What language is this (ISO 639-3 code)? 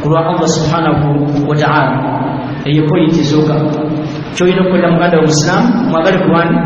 lug